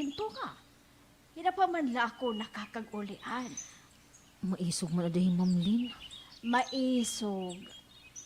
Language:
Waray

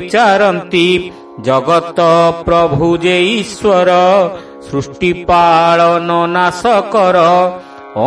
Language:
Odia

